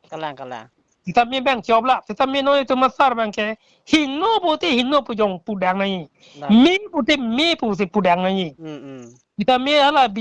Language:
Karbi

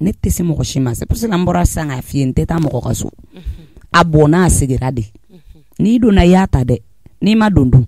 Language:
Bambara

